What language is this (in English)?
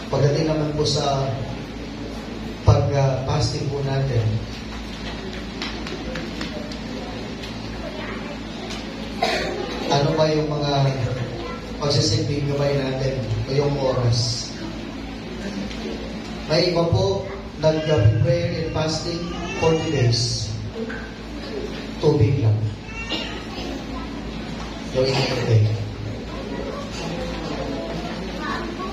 Filipino